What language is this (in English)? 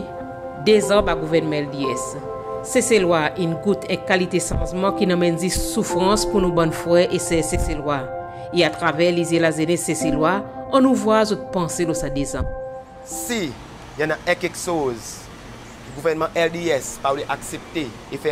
Seselwa Creole French